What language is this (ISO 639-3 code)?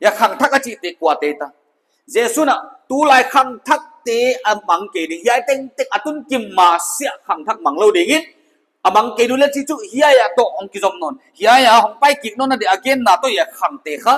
pck